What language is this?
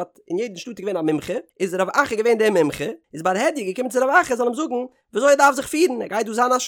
Yiddish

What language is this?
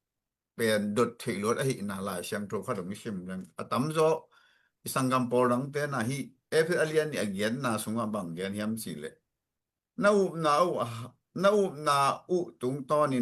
Tedim Chin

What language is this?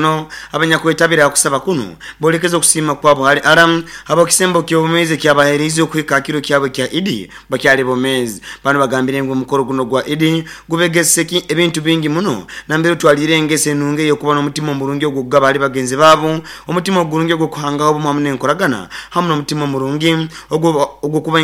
Nyoro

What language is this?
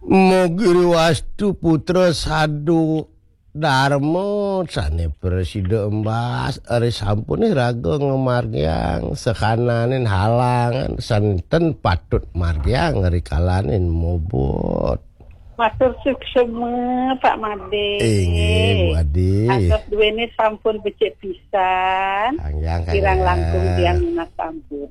Balinese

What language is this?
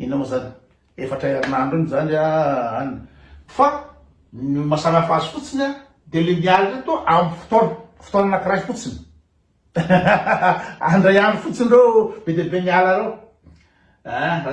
Malagasy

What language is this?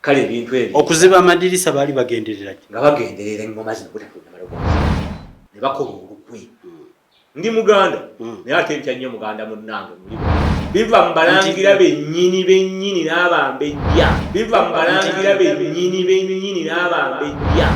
Ganda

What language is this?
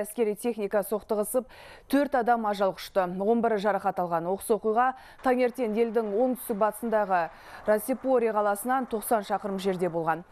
Kazakh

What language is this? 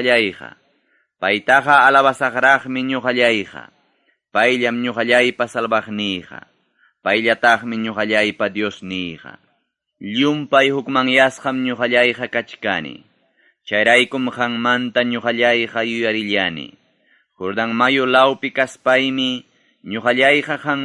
Ayacucho Quechua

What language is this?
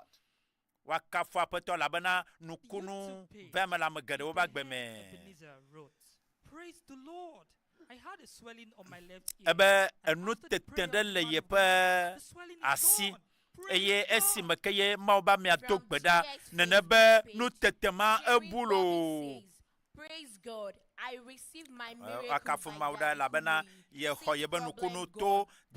Ewe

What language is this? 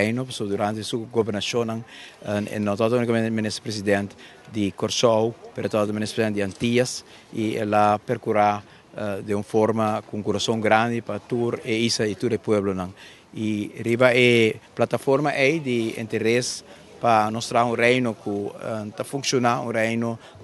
Papiamento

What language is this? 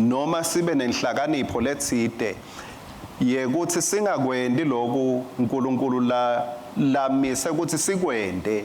Swati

